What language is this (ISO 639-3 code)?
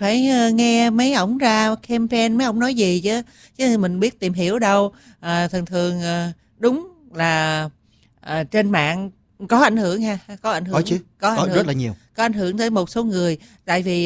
vie